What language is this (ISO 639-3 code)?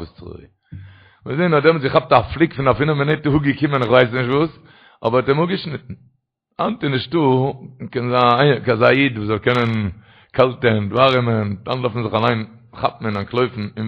yid